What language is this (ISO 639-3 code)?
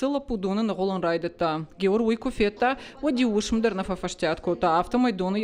oss